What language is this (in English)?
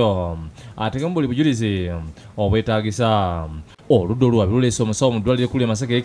Ganda